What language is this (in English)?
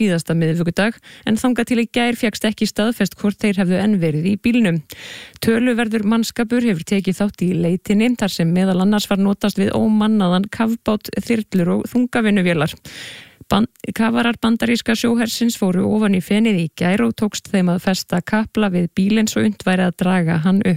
Icelandic